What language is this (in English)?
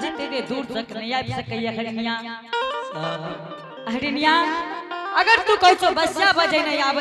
Angika